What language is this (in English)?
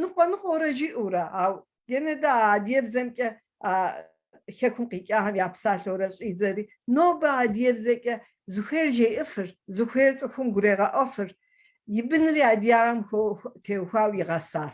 Kabardian